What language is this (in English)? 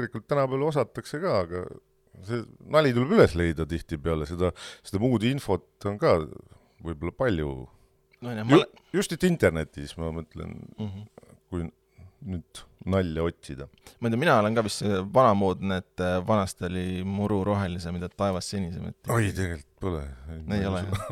Estonian